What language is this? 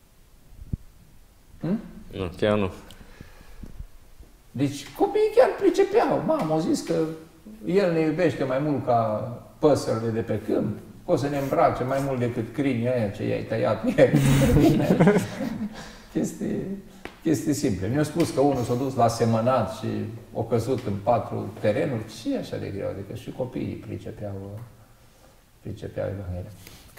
Romanian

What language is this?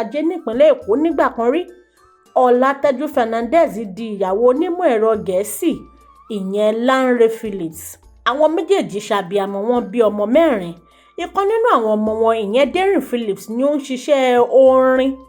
Yoruba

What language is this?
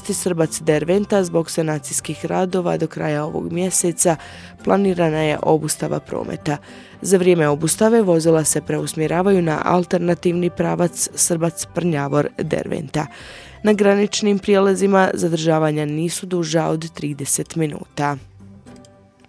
Bosnian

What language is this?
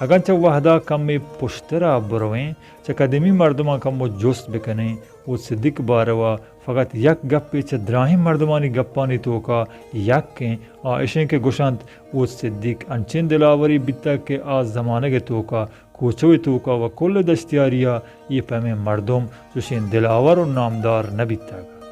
Baluchi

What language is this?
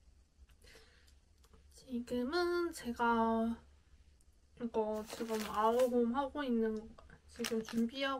Korean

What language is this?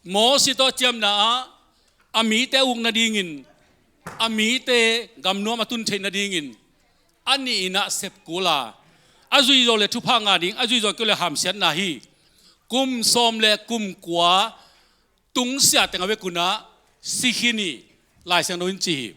Tedim Chin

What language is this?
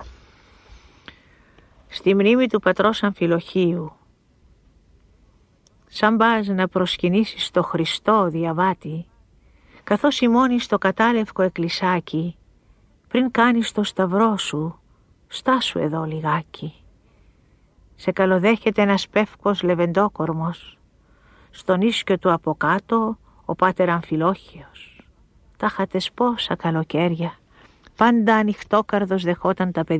Greek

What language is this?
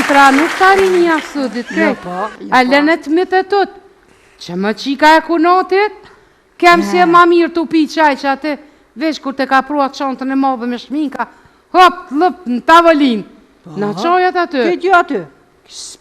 Albanian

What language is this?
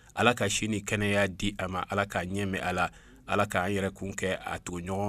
Bambara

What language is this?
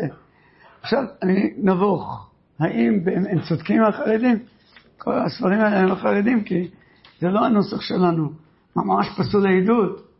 Hebrew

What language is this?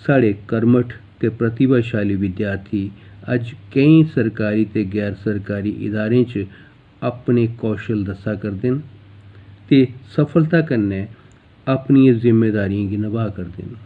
Dogri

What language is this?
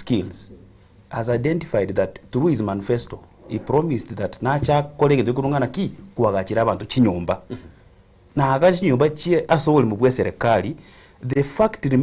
Gusii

